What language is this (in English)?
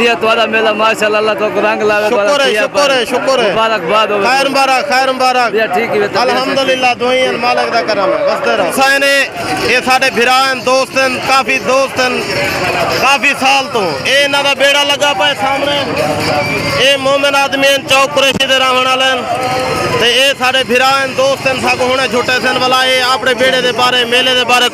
Saraiki